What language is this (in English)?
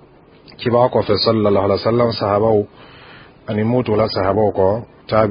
Dyula